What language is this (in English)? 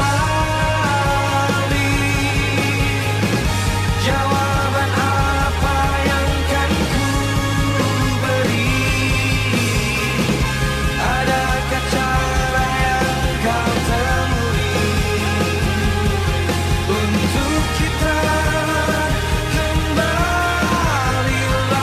Indonesian